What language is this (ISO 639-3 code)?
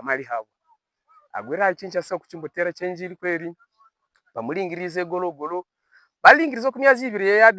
hav